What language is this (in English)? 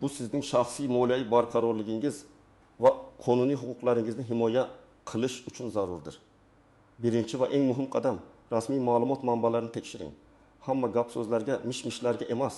Uzbek